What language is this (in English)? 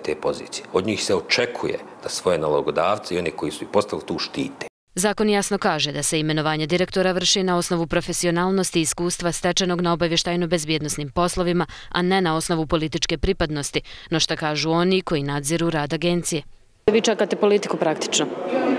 Bosnian